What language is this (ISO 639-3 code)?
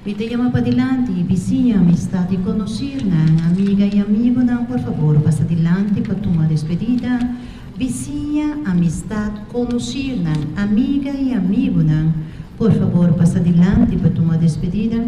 pap